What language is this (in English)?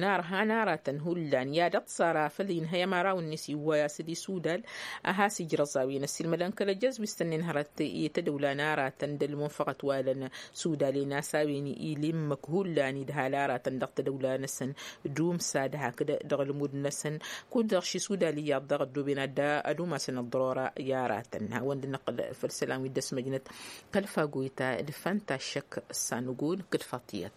Tamasheq